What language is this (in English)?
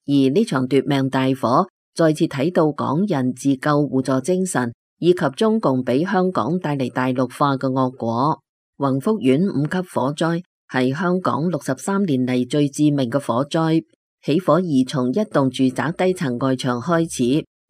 Cantonese